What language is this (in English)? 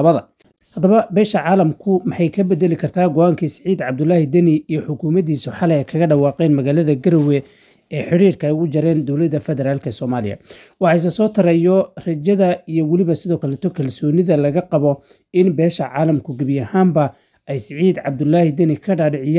Somali